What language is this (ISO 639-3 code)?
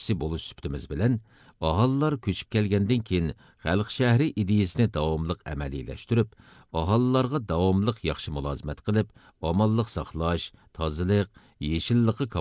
uig